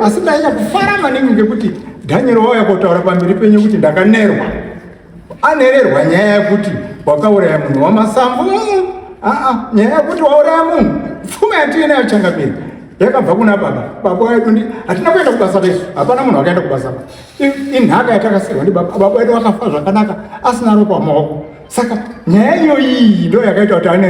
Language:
Shona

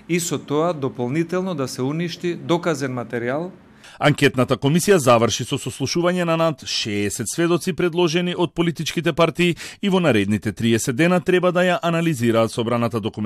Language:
Macedonian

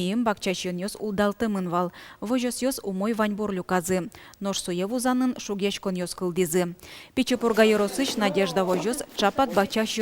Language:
Udmurt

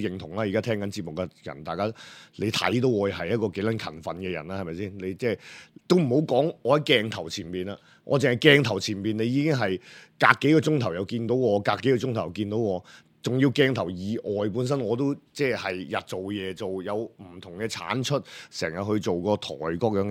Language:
Cantonese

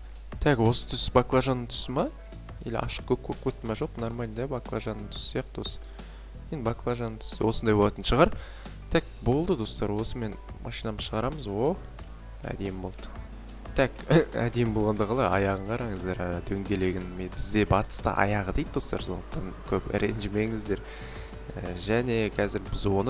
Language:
Kazakh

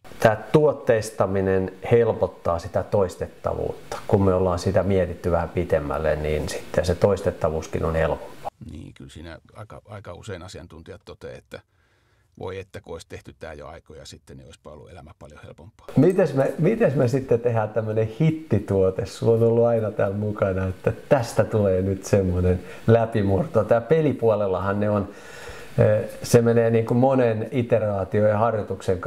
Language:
Finnish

